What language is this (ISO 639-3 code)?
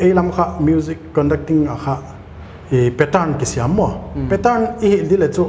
pck